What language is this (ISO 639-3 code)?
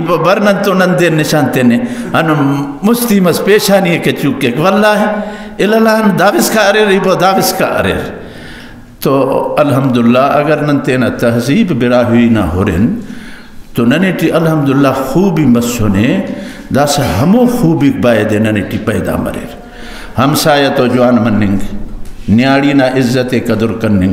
brh